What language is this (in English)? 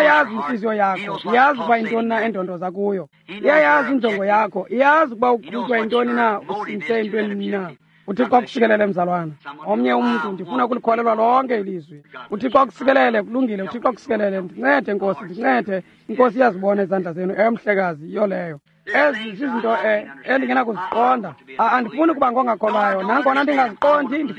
Xhosa